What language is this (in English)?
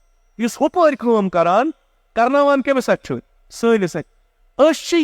Kashmiri